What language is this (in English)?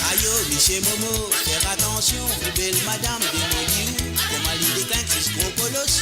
Morisyen